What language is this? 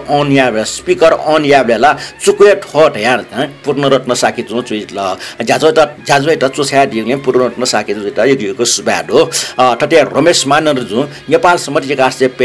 Newari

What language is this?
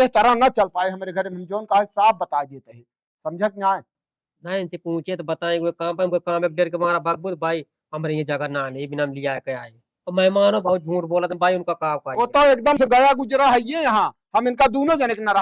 Awadhi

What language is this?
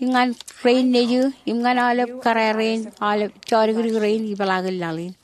Marshallese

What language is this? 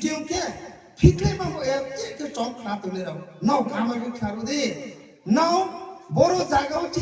Kok Borok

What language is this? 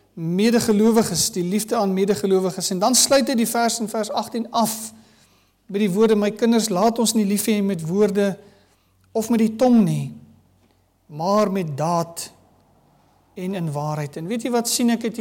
Afrikaans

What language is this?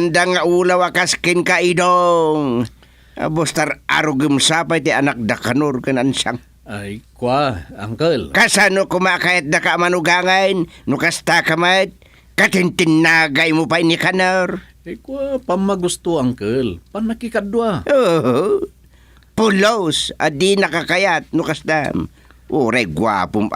Iloko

